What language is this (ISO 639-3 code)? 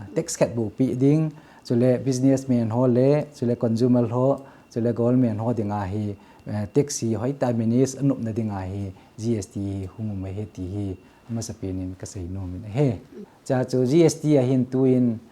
tcz